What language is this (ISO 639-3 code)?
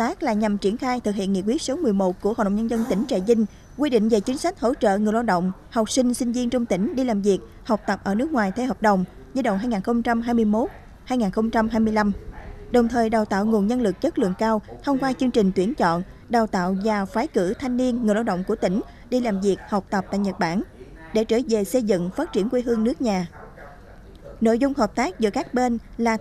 vie